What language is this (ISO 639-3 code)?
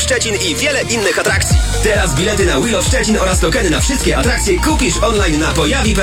pol